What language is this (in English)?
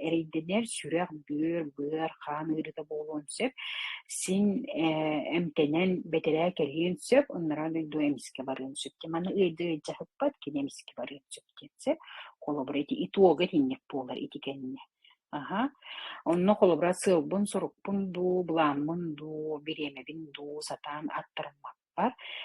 Yakut